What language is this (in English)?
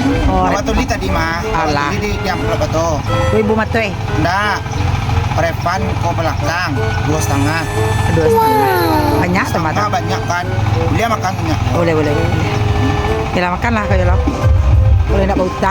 Minangkabau